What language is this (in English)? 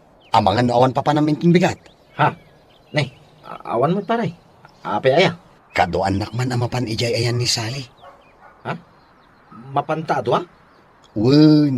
Iloko